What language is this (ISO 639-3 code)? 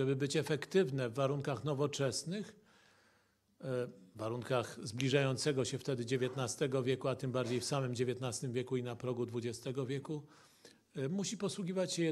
pol